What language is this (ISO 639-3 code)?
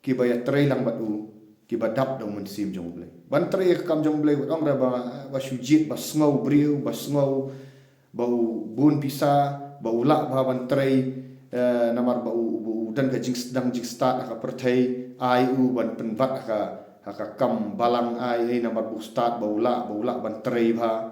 kha